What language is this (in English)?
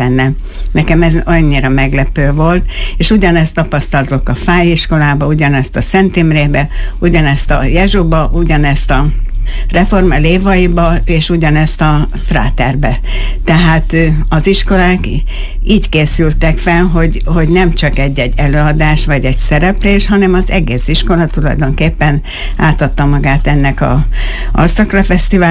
Hungarian